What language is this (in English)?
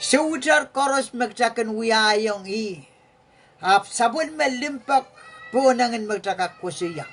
Pohnpeian